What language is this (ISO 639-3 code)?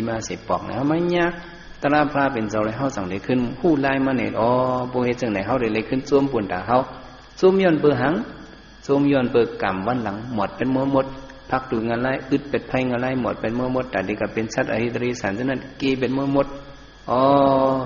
shn